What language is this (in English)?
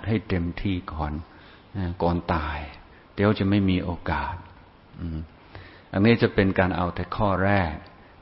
Thai